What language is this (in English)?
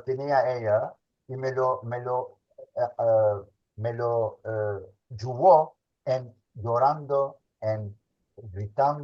Ladino